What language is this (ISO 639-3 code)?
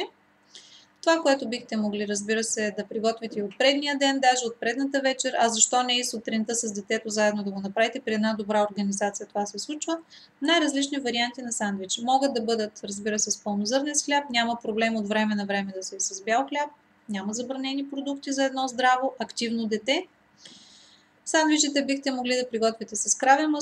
bul